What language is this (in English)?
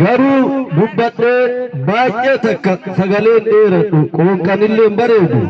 Oromo